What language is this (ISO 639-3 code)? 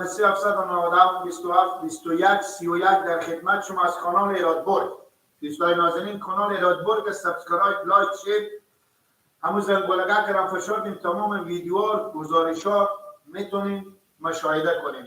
fas